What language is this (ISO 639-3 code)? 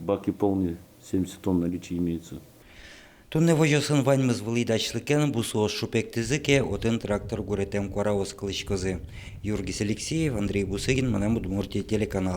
udm